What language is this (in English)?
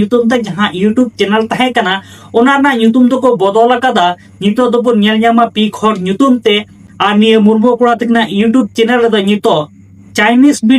Santali